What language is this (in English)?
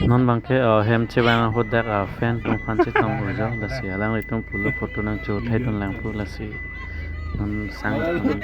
Karbi